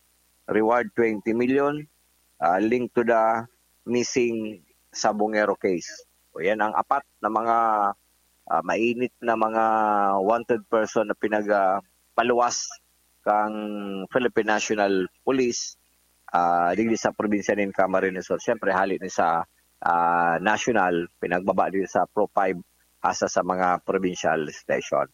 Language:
Bikol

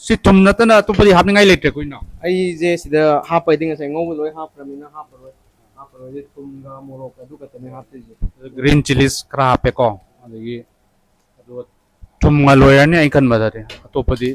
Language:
Manipuri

